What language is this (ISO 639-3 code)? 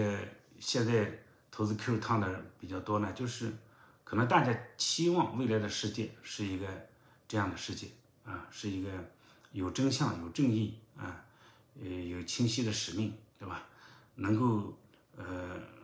zho